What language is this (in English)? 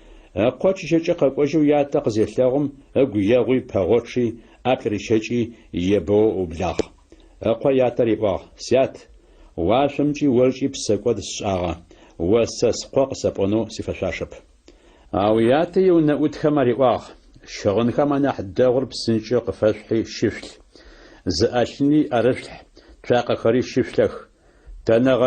Adyghe